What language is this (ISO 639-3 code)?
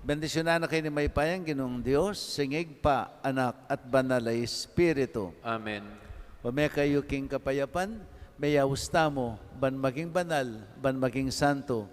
pam